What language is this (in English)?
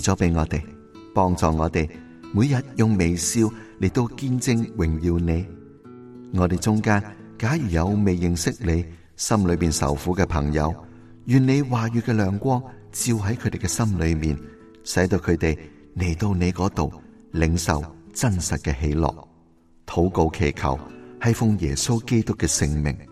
Cantonese